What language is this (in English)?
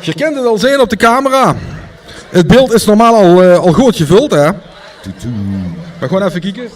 Limburgish